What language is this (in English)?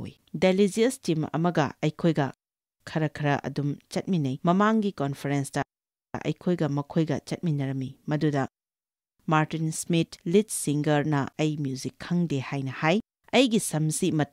Manipuri